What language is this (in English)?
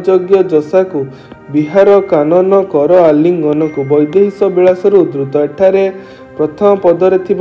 Odia